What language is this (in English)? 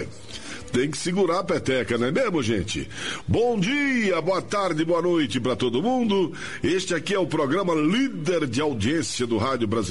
Portuguese